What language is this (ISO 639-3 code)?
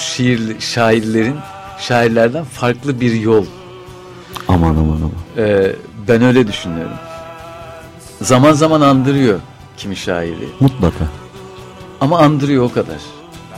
tur